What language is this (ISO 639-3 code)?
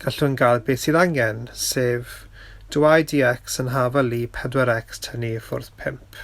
cym